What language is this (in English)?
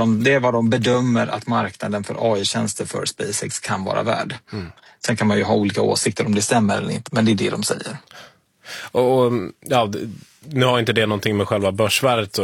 Swedish